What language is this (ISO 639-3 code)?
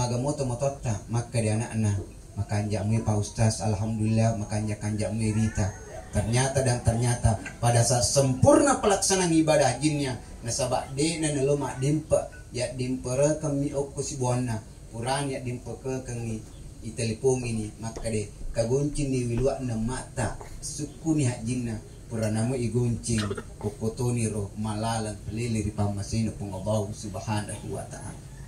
bug